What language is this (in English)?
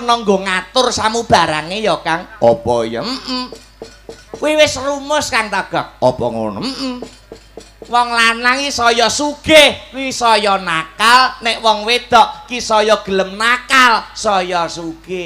Javanese